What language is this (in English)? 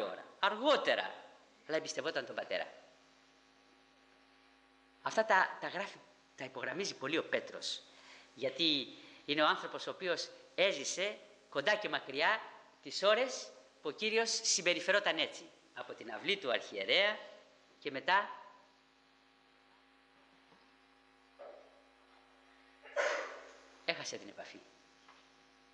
Greek